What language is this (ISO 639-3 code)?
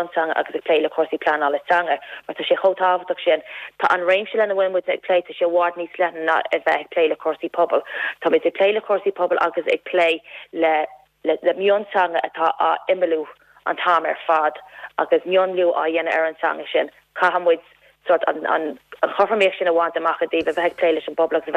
gle